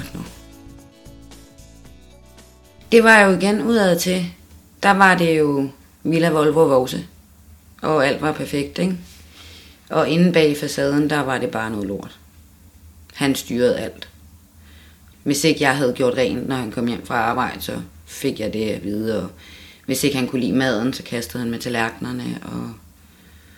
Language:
Danish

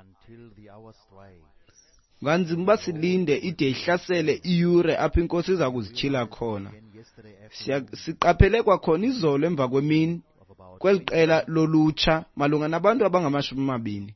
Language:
Xhosa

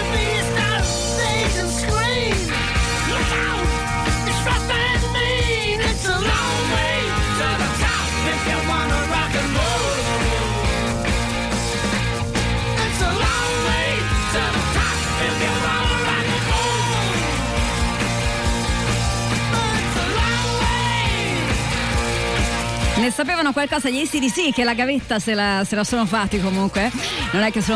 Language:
Italian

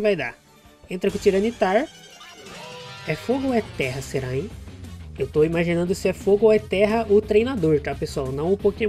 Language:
Portuguese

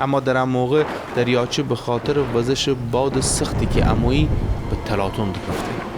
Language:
Gilaki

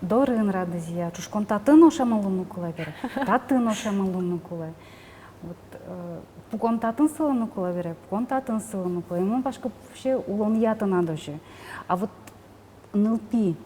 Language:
Udmurt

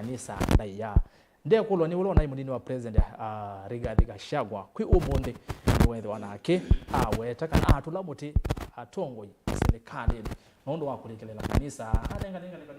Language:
Kamba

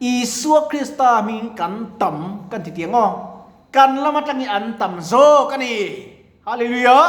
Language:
Mizo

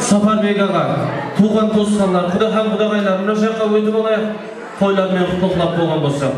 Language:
Kara-Kalpak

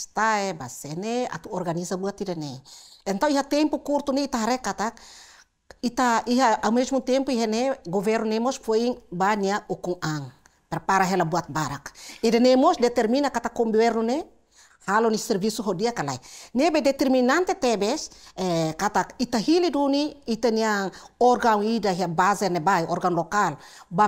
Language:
Tetum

